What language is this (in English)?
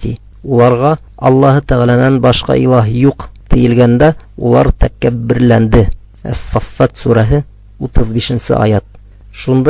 Bashkir